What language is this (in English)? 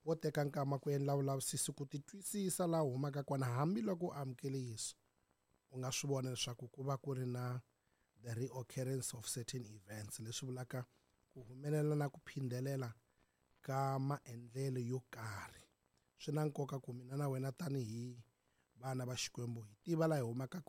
Tsonga